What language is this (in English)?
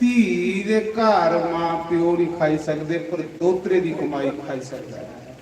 Dogri